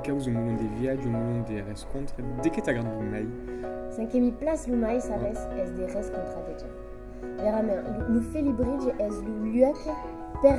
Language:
Occitan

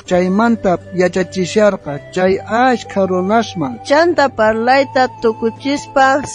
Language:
South Bolivian Quechua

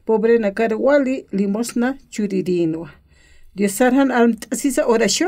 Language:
Aymara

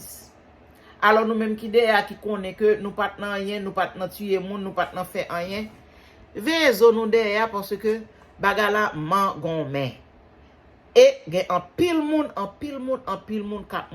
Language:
Haitian Creole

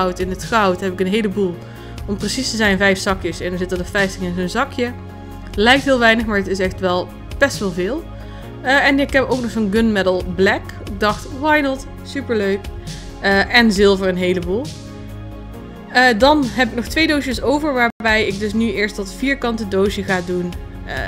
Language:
Dutch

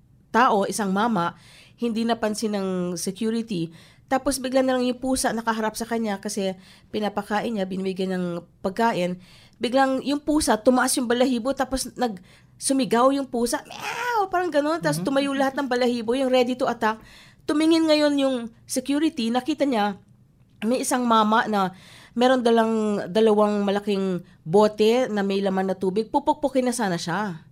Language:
Filipino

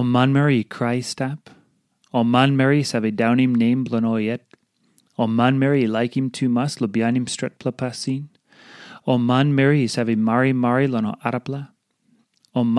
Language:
Tok Pisin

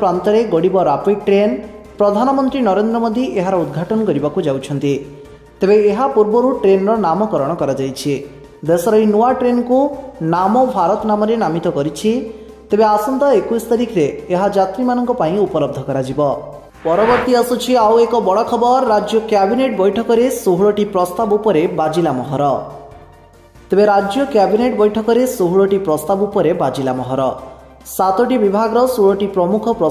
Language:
Odia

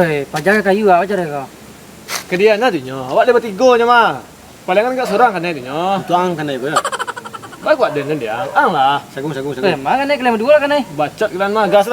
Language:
Minangkabau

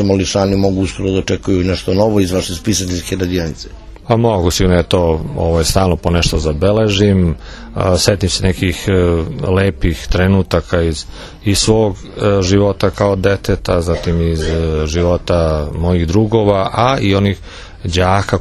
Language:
Serbian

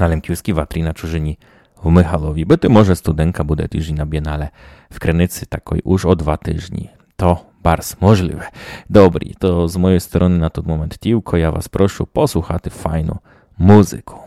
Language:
Rusyn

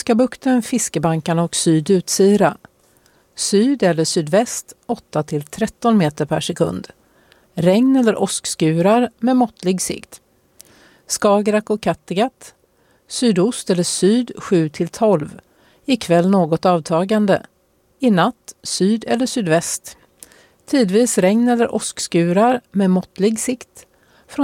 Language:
Swedish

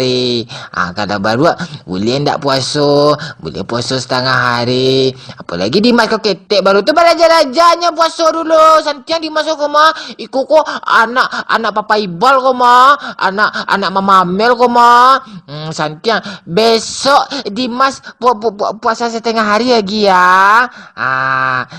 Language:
Minangkabau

